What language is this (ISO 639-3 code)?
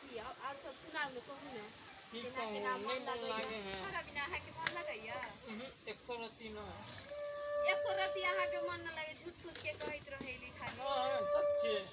mai